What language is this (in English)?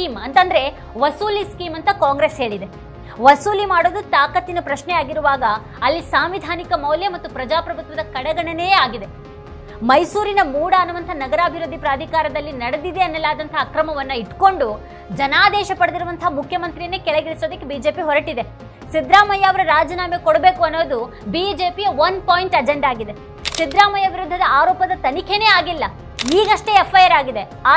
Kannada